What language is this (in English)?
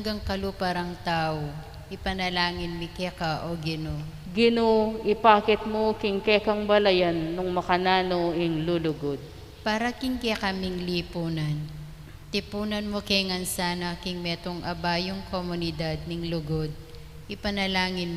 Pampanga